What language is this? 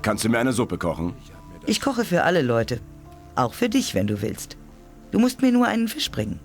Bavarian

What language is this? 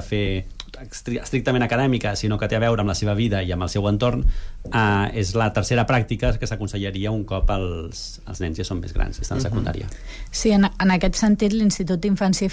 Catalan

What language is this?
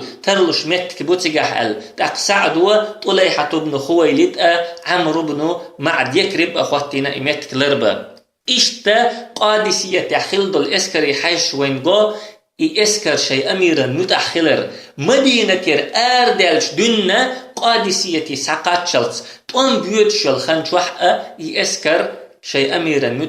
Chechen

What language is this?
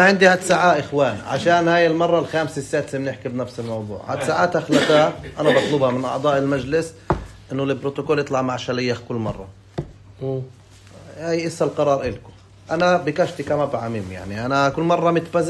North Levantine Arabic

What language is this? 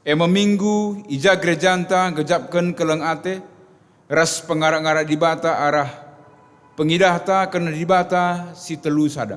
Batak Karo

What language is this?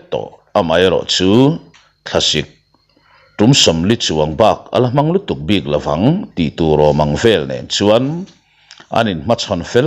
Mizo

